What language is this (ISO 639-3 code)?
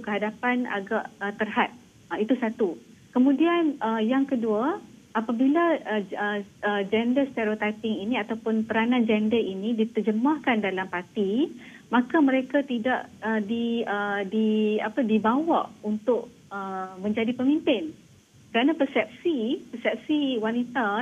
msa